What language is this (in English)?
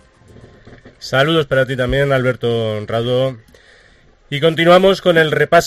Spanish